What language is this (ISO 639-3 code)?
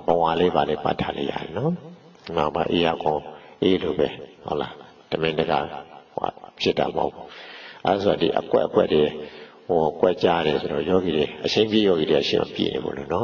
mya